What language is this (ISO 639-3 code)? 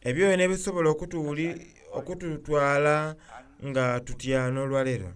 xog